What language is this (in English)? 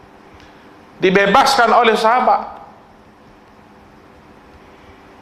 Malay